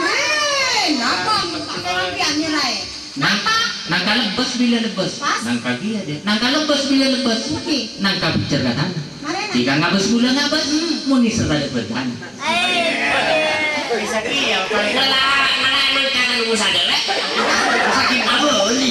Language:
Madurese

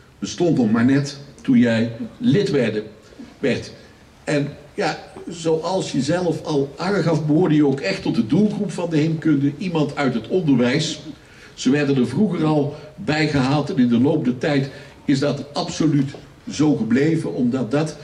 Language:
Dutch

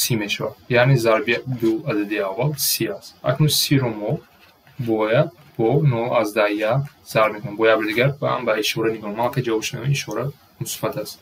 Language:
Tajik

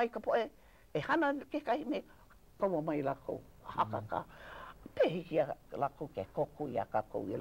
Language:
Hawaiian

